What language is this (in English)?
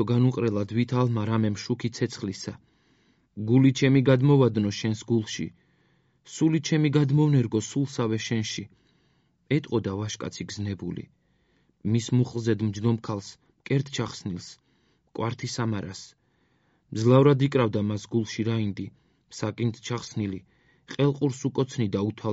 Georgian